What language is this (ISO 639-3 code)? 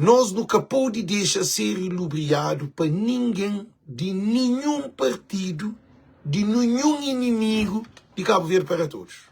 kea